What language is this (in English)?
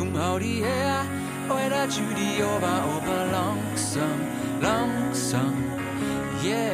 Bavarian